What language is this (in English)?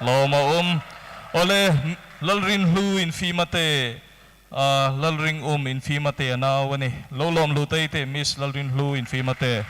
Hmar